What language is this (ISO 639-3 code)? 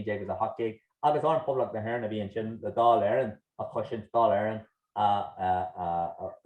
gle